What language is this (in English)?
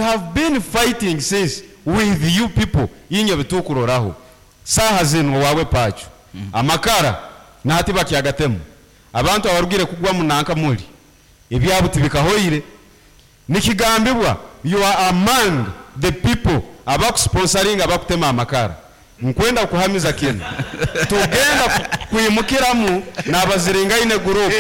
Nyankole